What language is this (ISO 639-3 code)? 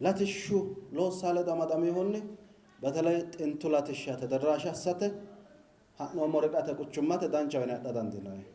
sid